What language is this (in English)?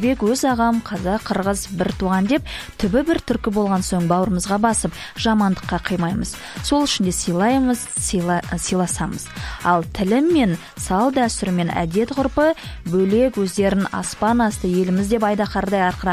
Kazakh